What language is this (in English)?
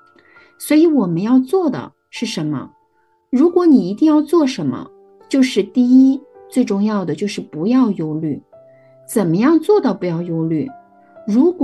Chinese